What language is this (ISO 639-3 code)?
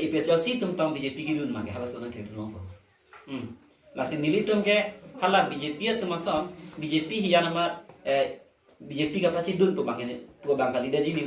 mjw